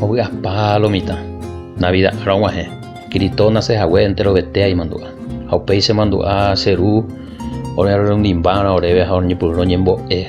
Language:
Guarani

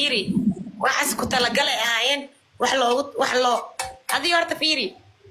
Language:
Somali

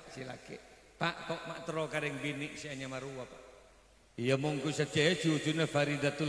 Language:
Madurese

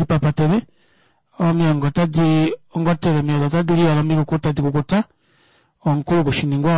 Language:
Kuanyama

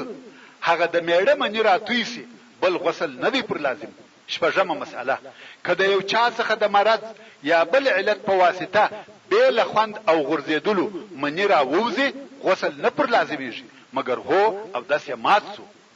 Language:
Pashto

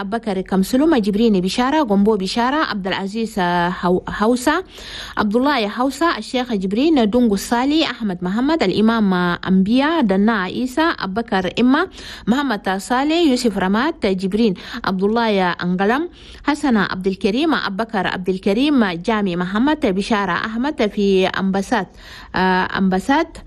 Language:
Chadian Arabic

